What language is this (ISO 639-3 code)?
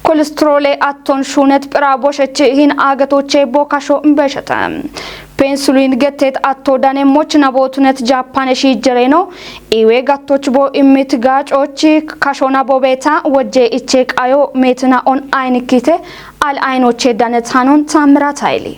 kbr